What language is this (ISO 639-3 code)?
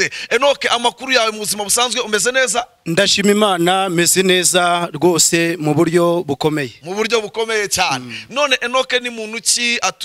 kin